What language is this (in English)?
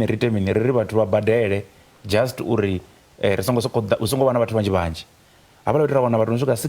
Venda